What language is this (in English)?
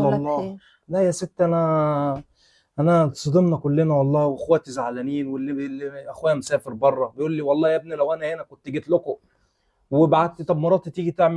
Egyptian Arabic